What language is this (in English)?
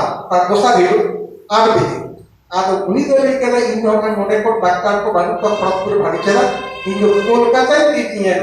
Santali